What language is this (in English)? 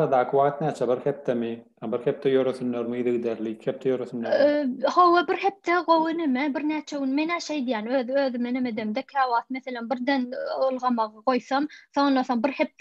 Turkmen